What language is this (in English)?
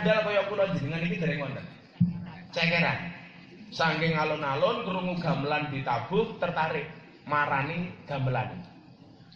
Javanese